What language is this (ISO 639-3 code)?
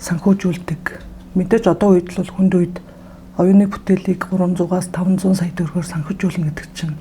mon